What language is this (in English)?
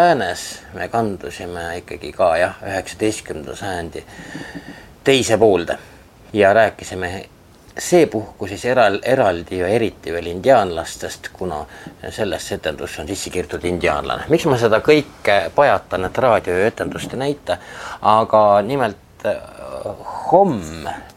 Estonian